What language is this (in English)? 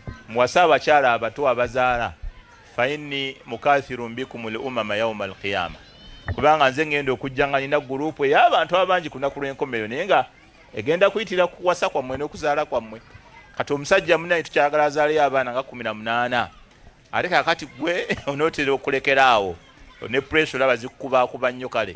Ganda